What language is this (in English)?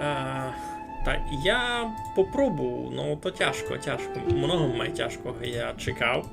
Rusyn